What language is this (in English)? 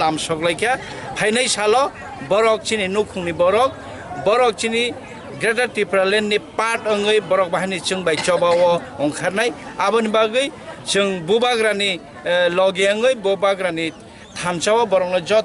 Kok Borok